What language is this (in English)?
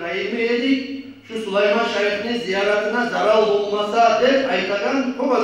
Kumyk